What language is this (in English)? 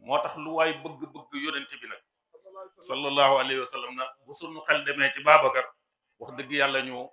Wolof